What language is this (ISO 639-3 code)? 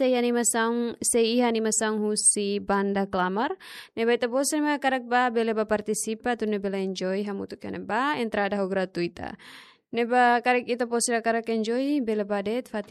tet